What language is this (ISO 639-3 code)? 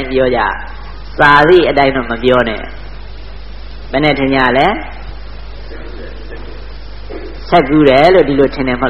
mya